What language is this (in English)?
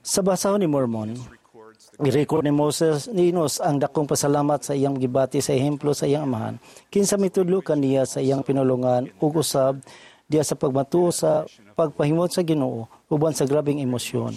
Cebuano